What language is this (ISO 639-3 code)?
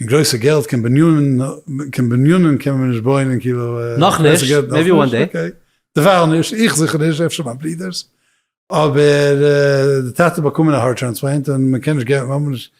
yid